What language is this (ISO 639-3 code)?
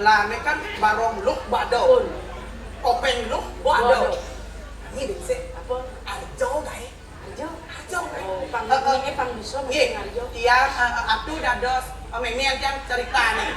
ban